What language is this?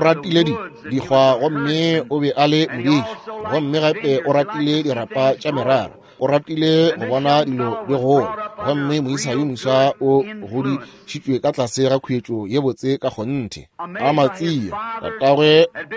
Northern Sotho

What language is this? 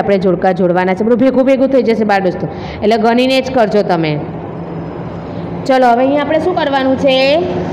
Gujarati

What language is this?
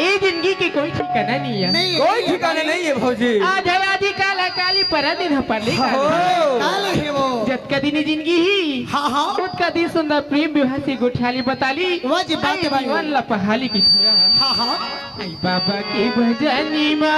Chhattisgarhi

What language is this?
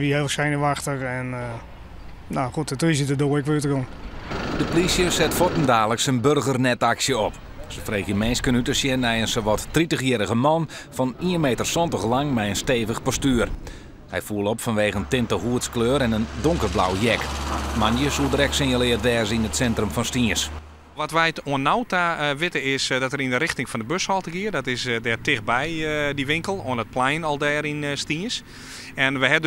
Western Frisian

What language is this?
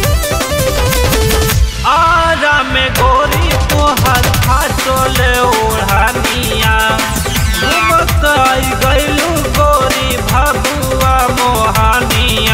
Bhojpuri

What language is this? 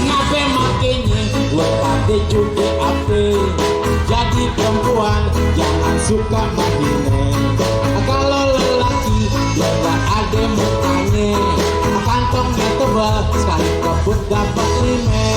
Betawi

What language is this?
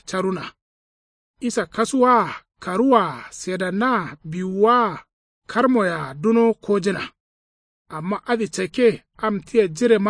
Kanuri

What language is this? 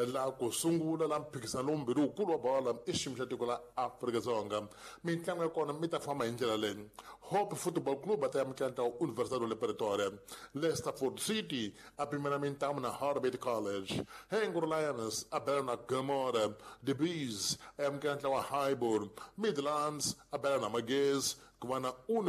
Tsonga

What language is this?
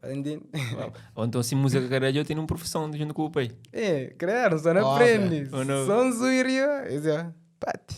Kabuverdianu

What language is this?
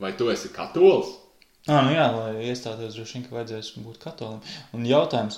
Latvian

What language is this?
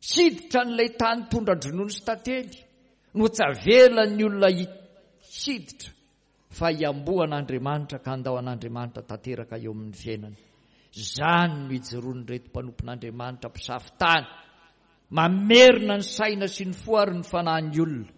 Malagasy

